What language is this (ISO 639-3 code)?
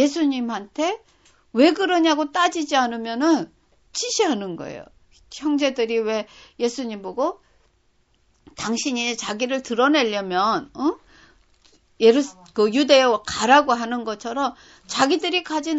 kor